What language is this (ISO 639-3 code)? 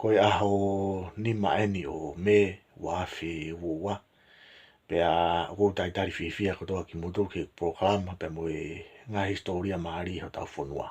ton